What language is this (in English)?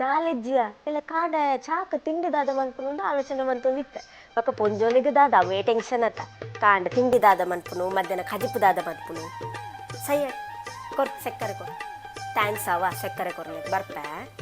Tulu